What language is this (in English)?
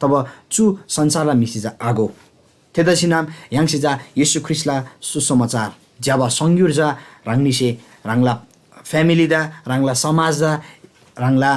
Eastern Tamang